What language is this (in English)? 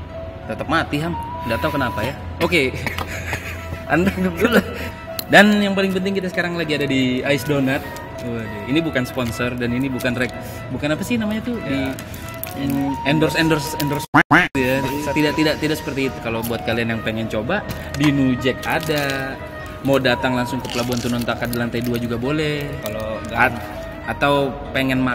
Indonesian